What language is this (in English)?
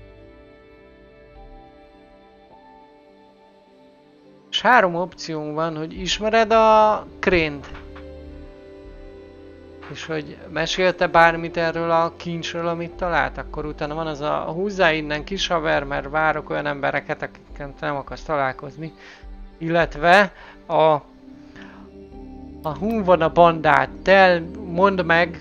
Hungarian